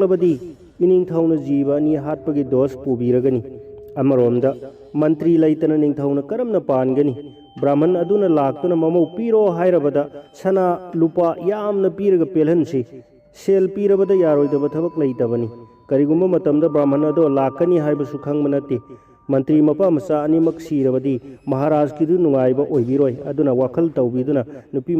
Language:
Manipuri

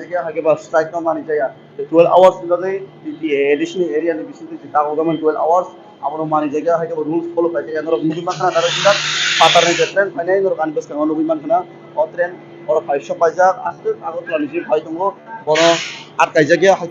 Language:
Riang (India)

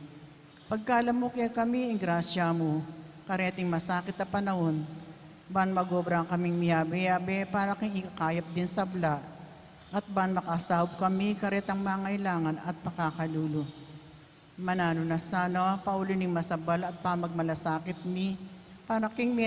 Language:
Pampanga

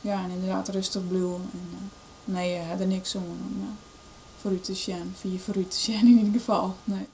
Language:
Western Frisian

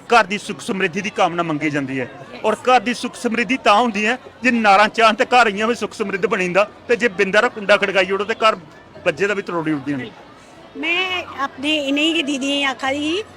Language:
Dogri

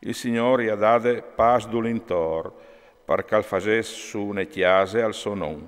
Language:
Friulian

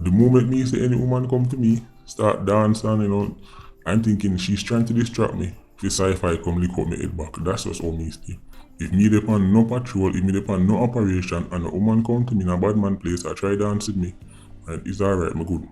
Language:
Jamaican Creole English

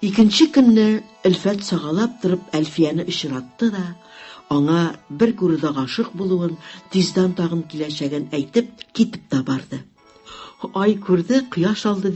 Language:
Tatar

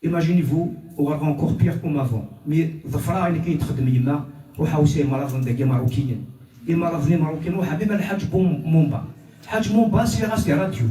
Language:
Kabyle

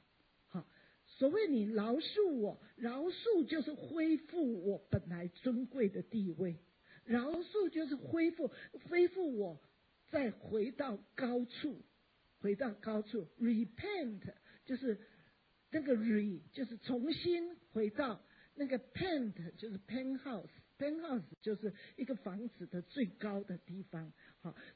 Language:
Chinese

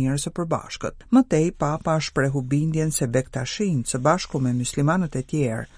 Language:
Albanian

